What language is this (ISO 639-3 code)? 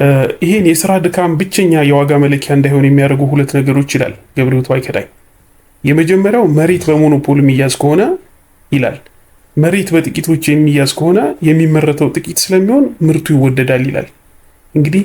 amh